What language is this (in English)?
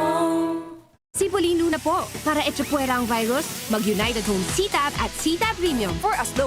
Bikol